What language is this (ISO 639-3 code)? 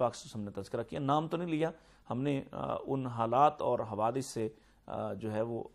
urd